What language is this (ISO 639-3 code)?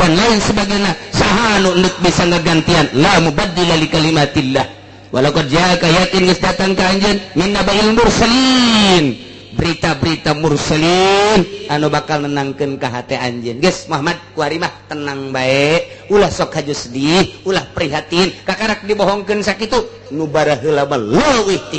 sun